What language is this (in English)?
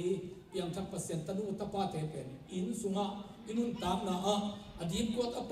Tedim Chin